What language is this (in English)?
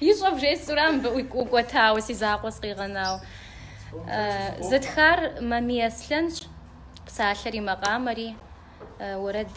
Kabardian